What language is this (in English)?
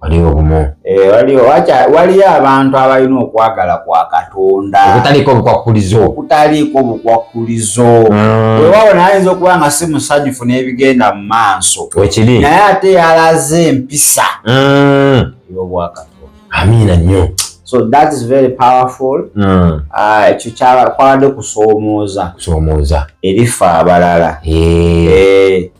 Ganda